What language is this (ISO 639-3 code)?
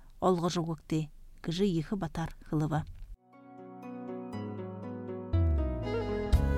bua